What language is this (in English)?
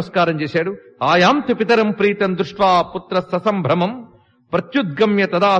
Telugu